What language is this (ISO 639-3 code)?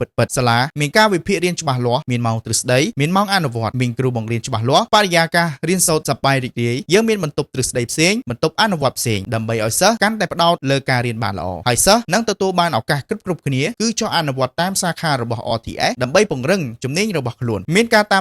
khm